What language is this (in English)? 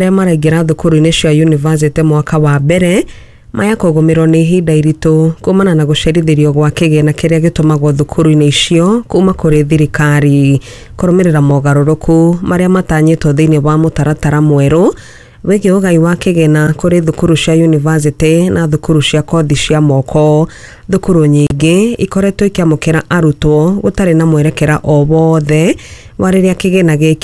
Kikuyu